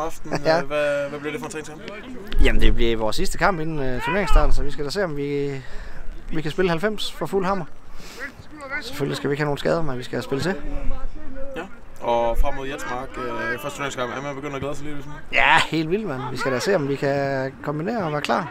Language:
Danish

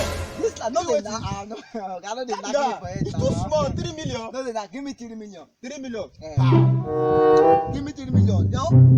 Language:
Nigerian Pidgin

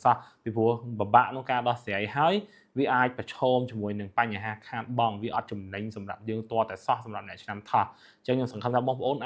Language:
Khmer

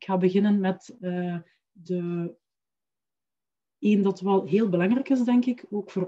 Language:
Dutch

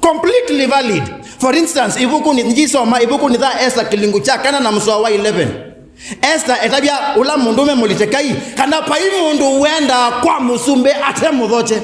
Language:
Kamba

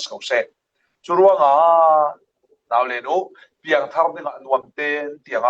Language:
Falam Chin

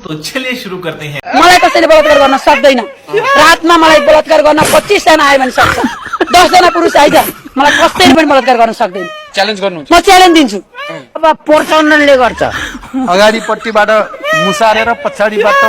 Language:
Nepali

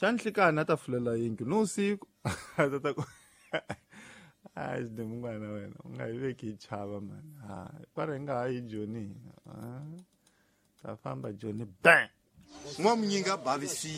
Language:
Tsonga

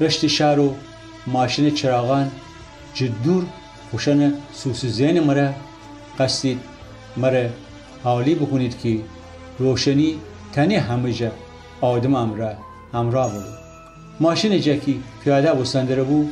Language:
Gilaki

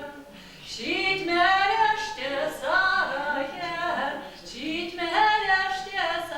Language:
Chuvash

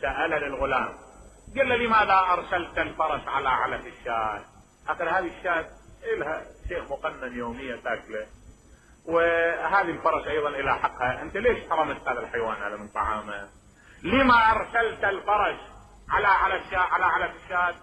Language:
Mesopotamian Arabic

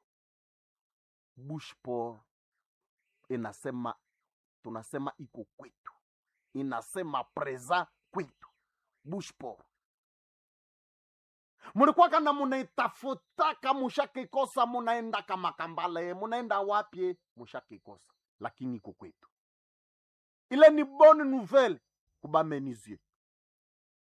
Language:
Swahili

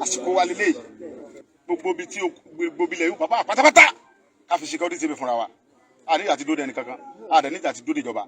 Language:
Yoruba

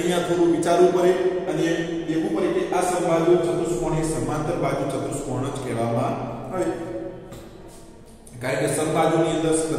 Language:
Gujarati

